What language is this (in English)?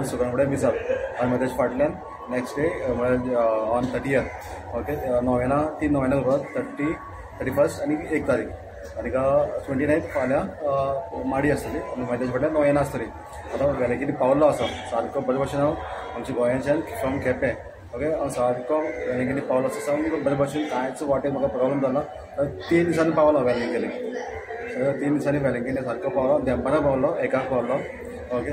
Konkani